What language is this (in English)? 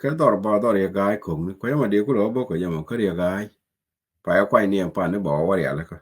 Nuer